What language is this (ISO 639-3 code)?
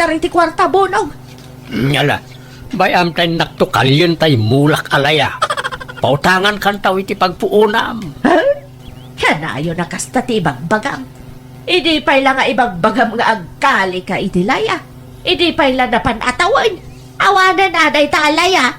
ilo